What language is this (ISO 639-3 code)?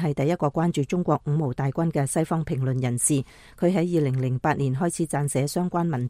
yue